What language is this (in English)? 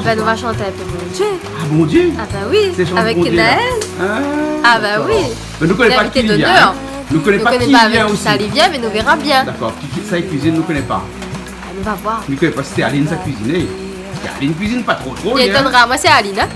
Réunion Creole French